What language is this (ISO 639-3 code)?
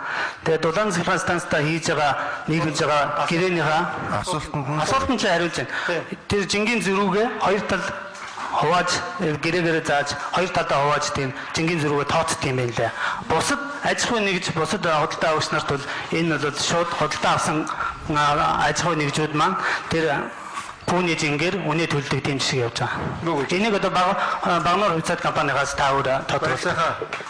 mon